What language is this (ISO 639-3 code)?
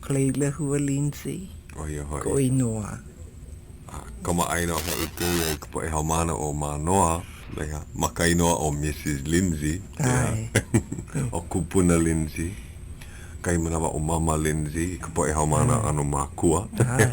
haw